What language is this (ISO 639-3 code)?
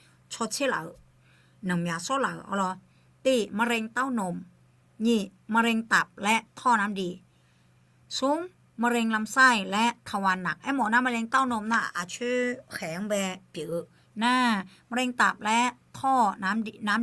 ahk